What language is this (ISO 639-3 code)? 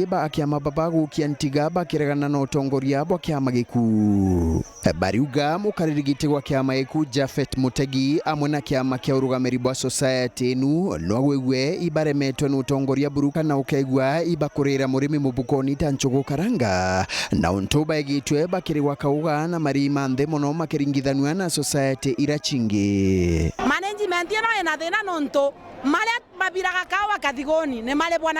mer